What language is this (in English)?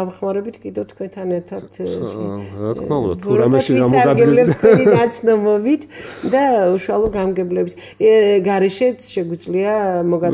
Georgian